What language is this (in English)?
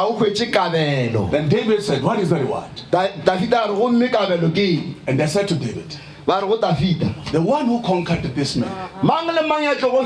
Northern Sotho